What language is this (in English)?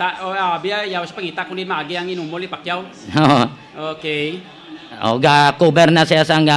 Hiligaynon